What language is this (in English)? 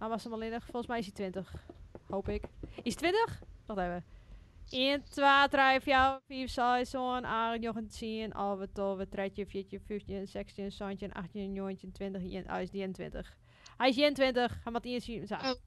Western Frisian